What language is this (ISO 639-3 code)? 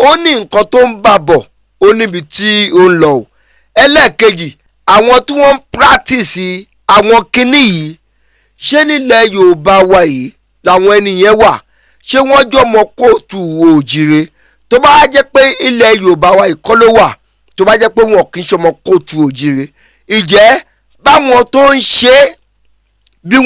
yor